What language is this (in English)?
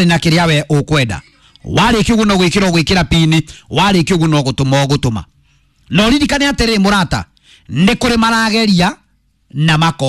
Kikuyu